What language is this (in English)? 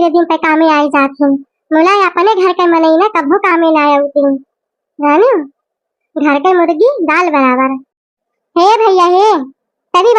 Awadhi